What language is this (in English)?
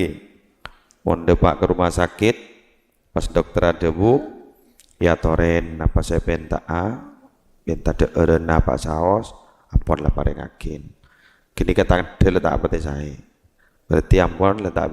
Madurese